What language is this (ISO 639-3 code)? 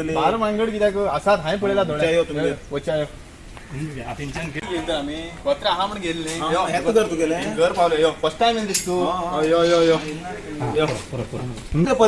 kok